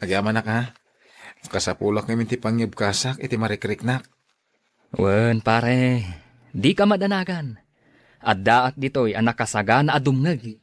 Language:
Iloko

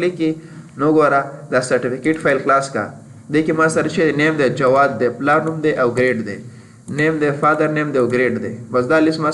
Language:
Pashto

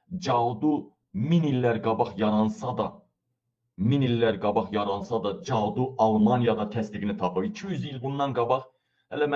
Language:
Azerbaijani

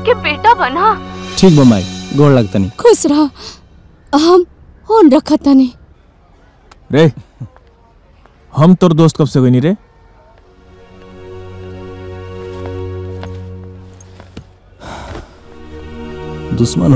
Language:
Bhojpuri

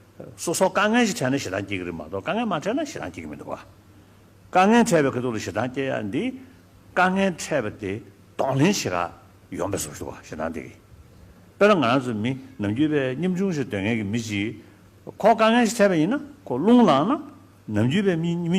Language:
Tibetan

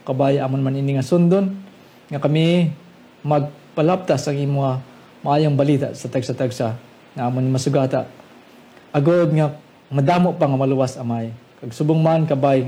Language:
Hiligaynon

